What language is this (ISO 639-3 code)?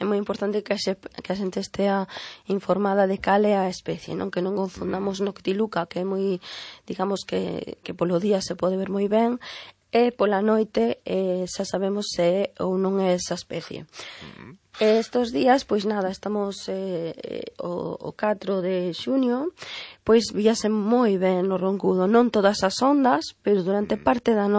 glg